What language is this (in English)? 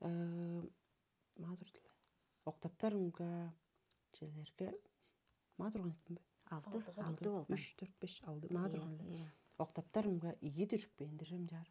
Tuvinian